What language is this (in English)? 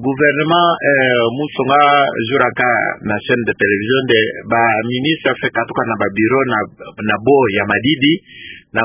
Kituba (Democratic Republic of Congo)